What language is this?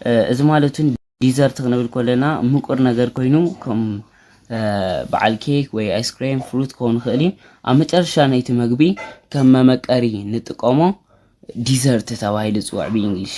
Tigrinya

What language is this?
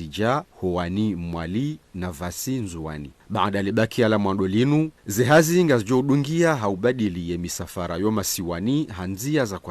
Ngazidja Comorian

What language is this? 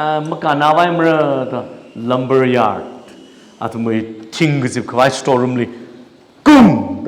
Tangkhul Naga (India)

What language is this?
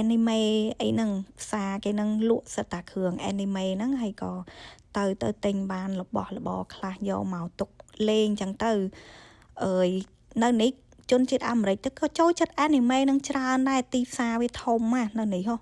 Khmer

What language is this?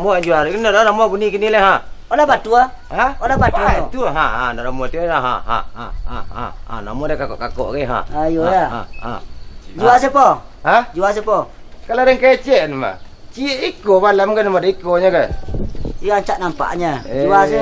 Minangkabau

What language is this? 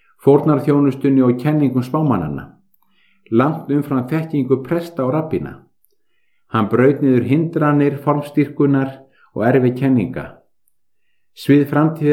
Icelandic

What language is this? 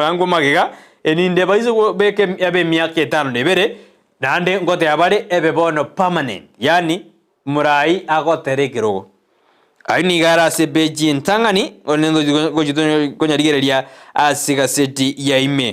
Gusii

